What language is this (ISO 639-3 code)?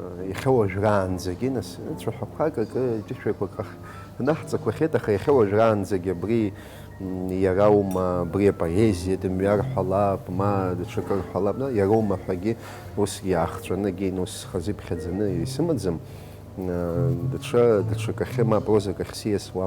abk